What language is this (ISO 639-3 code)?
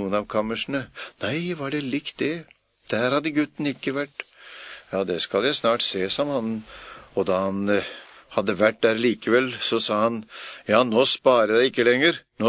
nor